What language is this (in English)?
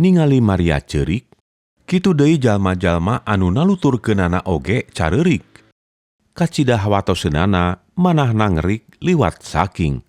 Sundanese